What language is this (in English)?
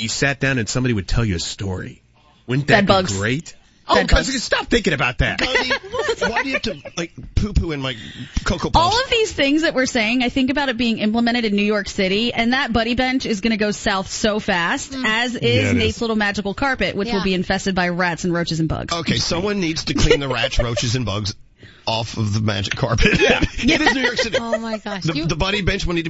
English